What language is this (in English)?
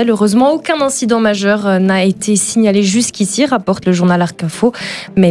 French